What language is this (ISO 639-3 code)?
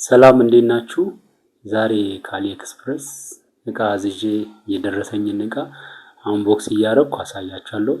amh